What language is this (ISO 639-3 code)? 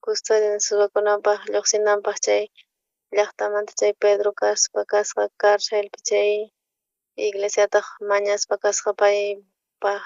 quh